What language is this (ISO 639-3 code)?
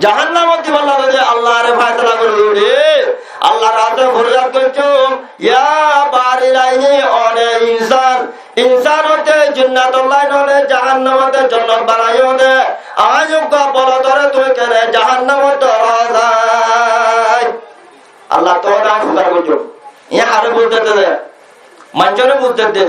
rhg